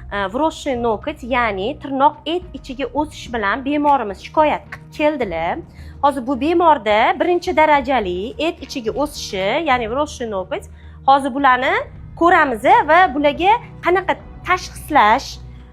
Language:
Uzbek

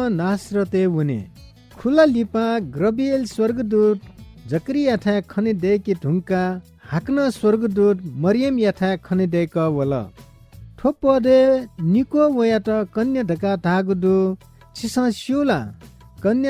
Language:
Newari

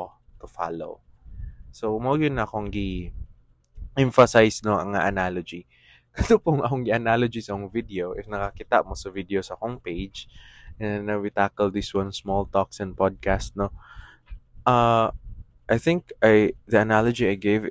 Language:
Cebuano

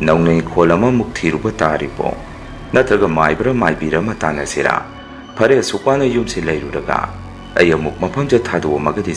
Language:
Manipuri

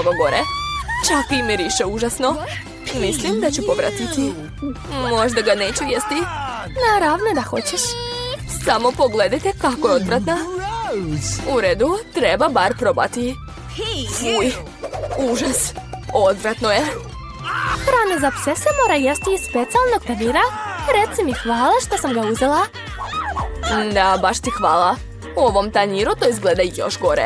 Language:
Serbian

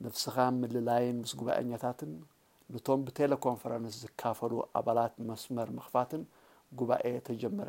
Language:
Tigrinya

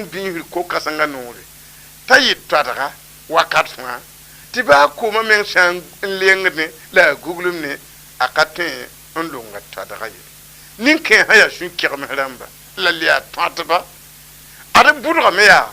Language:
Mossi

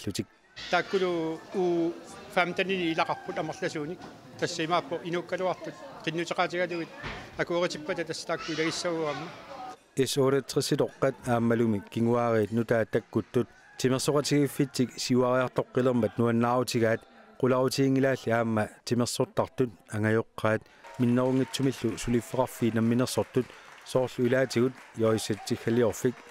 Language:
Kalaallisut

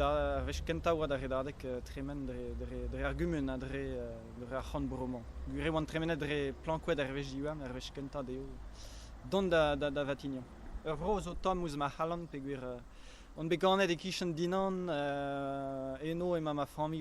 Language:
Breton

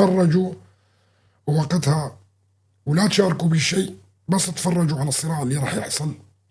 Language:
North Levantine Arabic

